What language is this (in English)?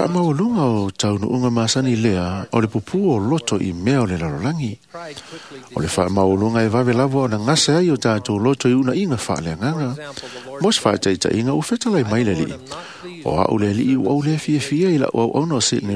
Samoan